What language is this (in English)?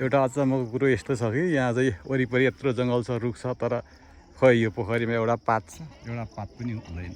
Nepali